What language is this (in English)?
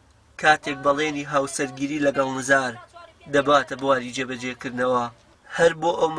Central Kurdish